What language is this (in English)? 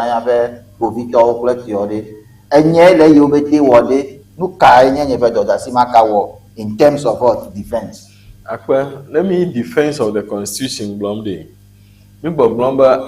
Ewe